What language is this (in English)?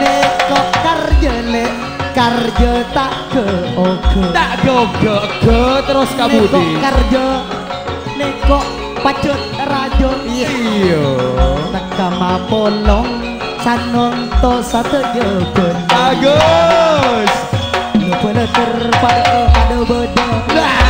Madurese